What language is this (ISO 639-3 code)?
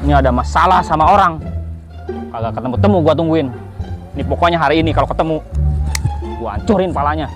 bew